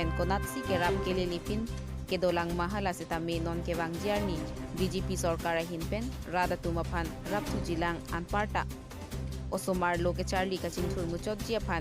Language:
Karbi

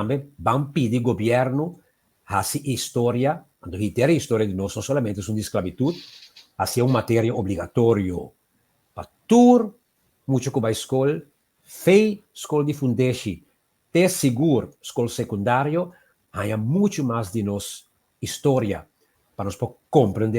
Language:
Papiamento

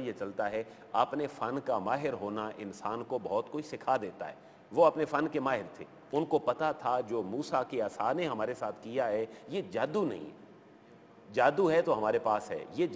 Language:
Urdu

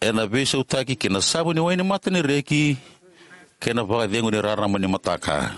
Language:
Fijian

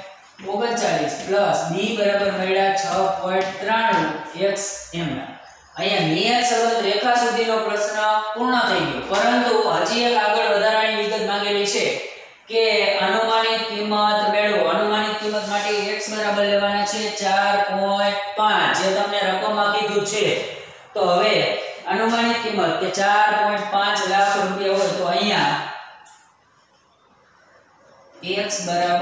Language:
Gujarati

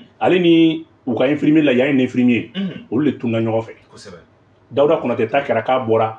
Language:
Bambara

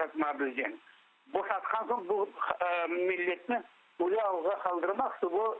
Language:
Crimean Tatar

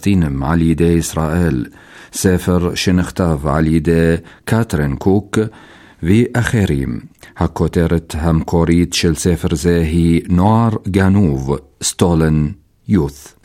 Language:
Hebrew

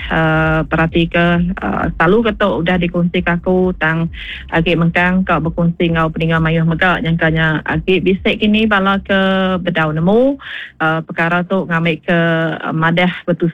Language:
Iban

